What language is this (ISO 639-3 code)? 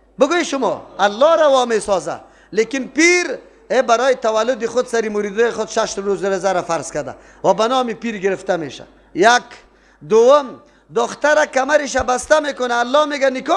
fas